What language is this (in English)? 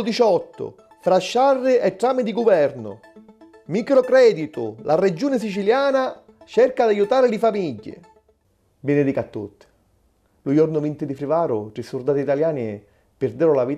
Sicilian